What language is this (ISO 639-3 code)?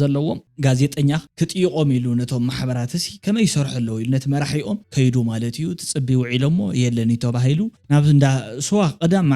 tir